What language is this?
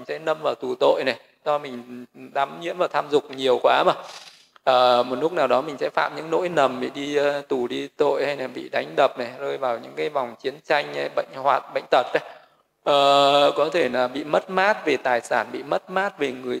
Vietnamese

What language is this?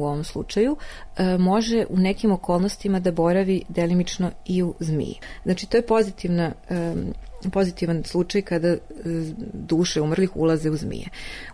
Serbian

